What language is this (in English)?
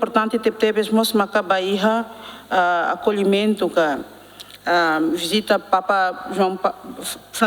Tetum